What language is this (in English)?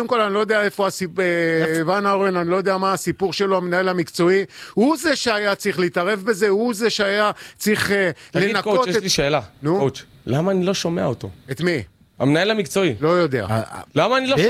Hebrew